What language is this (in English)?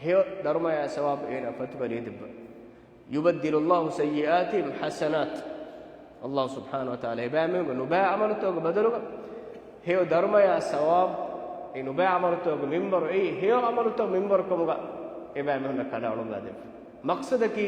Divehi